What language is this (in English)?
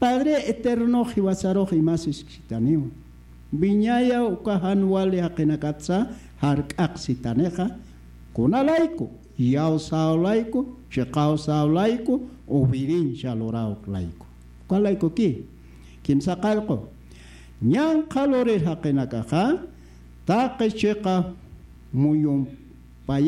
Aymara